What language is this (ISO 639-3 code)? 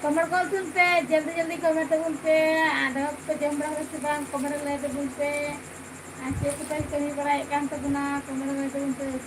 sat